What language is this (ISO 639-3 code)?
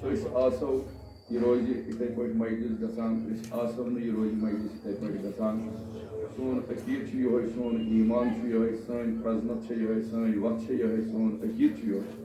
kas